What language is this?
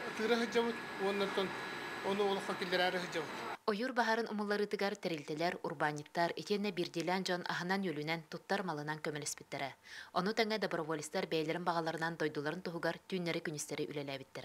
Yakut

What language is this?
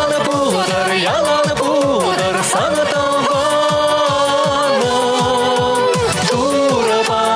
Chuvash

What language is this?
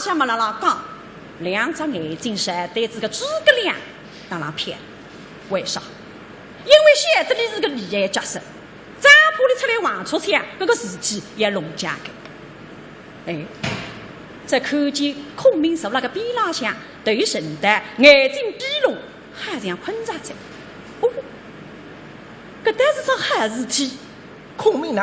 Wu Chinese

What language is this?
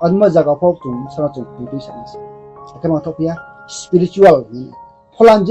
Riang (India)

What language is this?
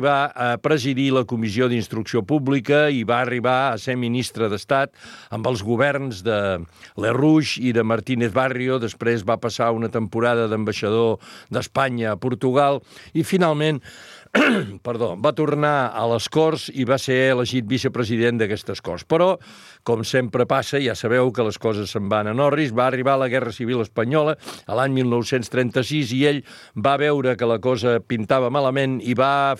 Catalan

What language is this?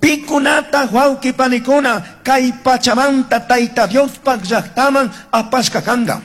Chimborazo Highland Quichua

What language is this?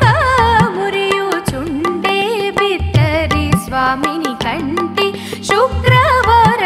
Telugu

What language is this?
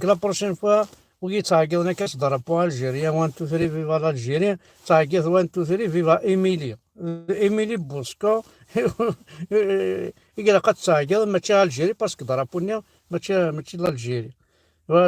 Kabyle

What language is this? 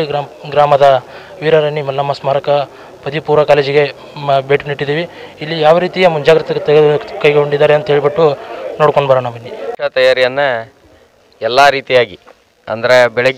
Kannada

